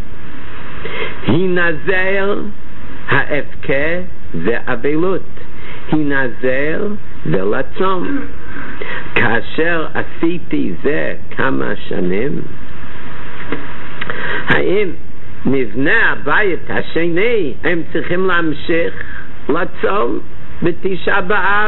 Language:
Hebrew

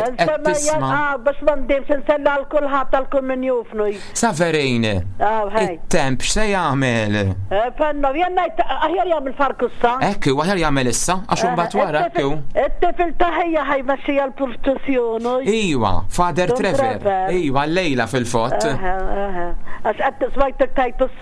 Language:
Maltese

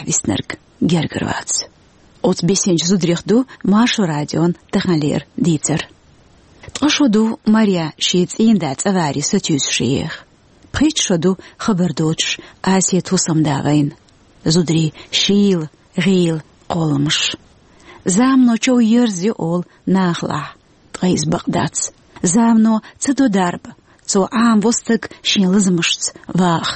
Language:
Chechen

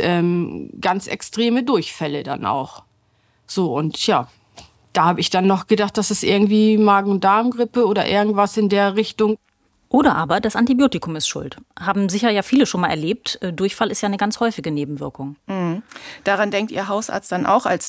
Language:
German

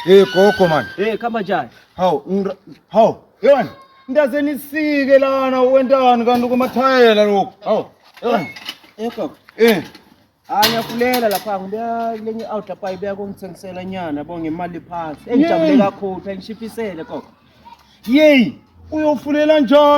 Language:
Zulu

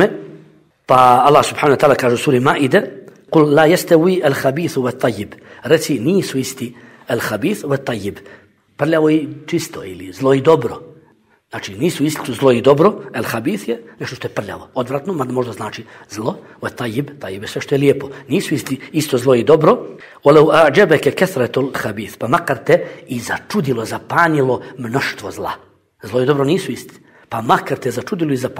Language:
Bosnian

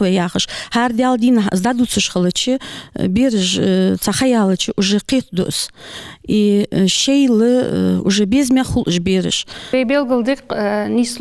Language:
Ingush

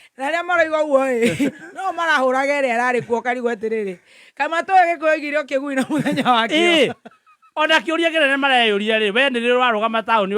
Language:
Kikuyu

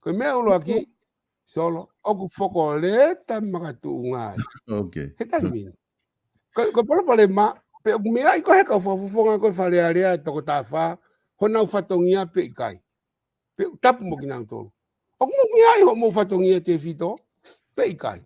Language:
Tongan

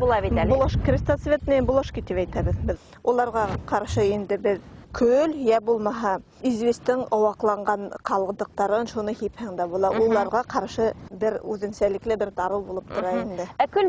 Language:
Bashkir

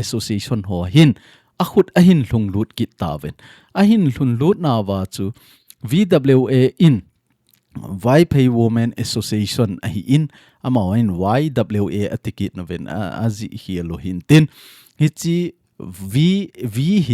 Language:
Thado Chin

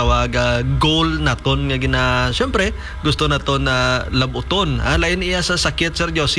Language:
Hiligaynon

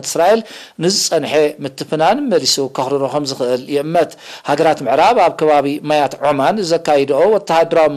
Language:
Tigrinya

